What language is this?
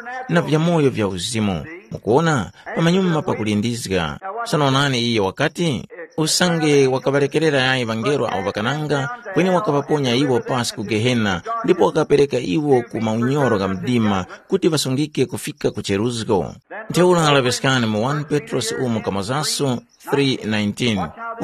Tumbuka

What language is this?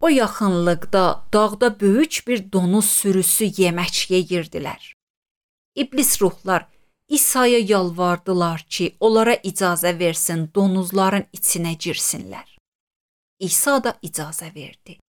Azerbaijani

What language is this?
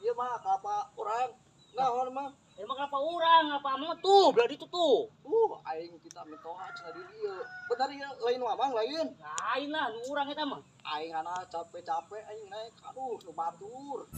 Sundanese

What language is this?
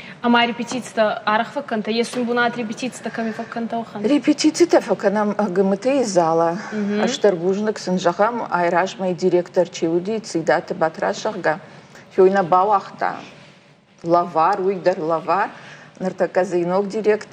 Ossetic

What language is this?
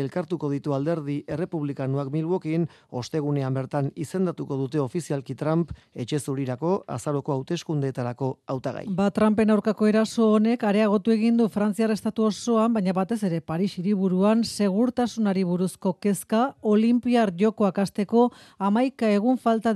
Basque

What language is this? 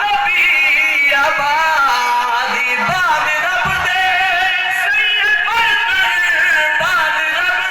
Saraiki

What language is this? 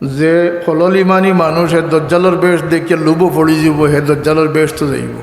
Sylheti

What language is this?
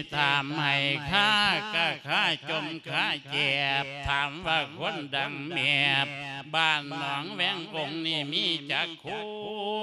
Lao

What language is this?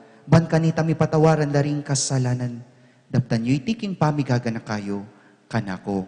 Pampanga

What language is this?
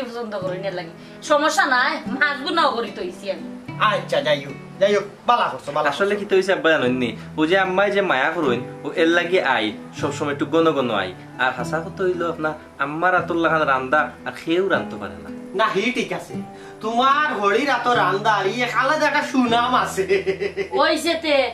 Sylheti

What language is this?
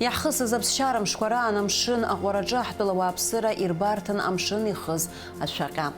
Abkhazian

